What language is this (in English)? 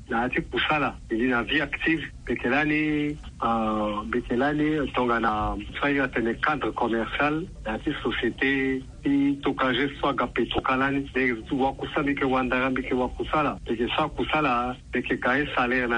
Sango